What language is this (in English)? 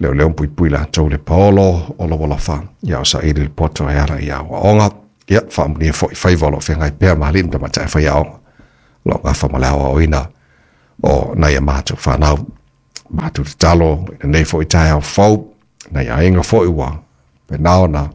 Samoan